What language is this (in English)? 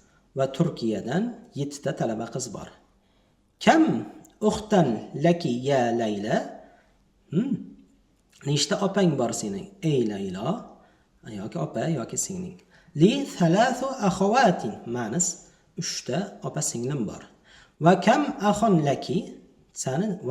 Uzbek